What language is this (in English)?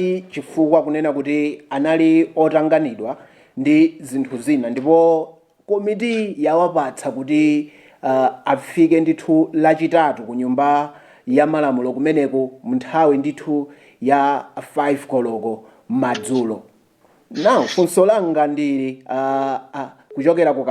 Nyanja